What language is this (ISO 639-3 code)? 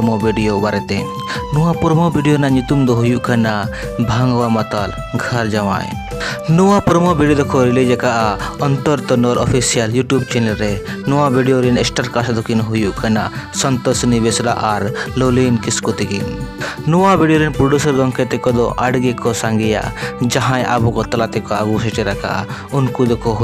sat